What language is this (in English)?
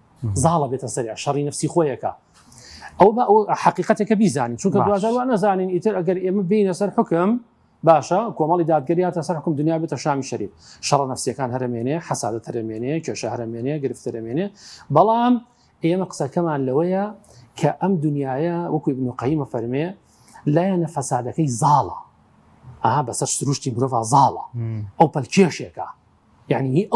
Central Kurdish